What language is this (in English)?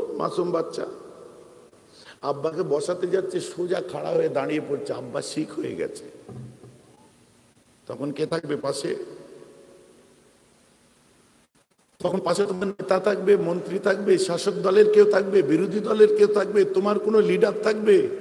Bangla